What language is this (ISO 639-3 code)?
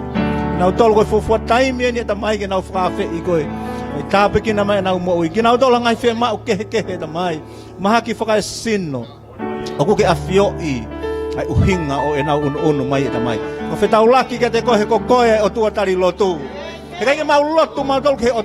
ton